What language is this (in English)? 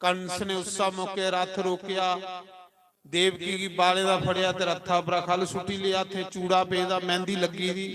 Dogri